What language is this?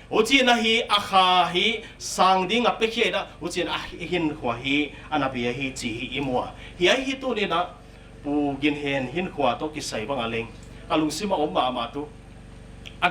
Paite Chin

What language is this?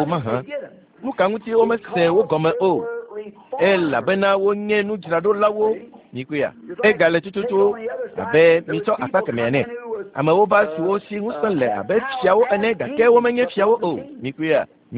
Ewe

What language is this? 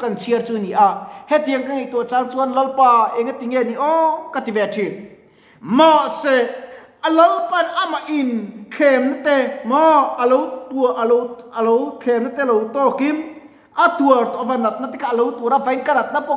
Mizo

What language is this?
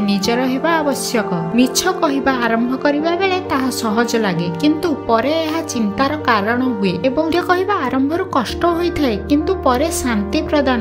Odia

